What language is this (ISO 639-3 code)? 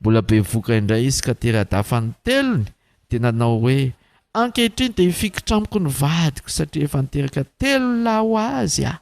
mlg